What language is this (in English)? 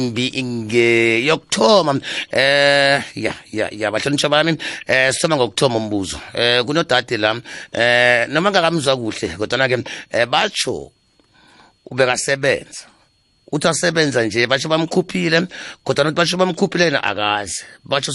South Ndebele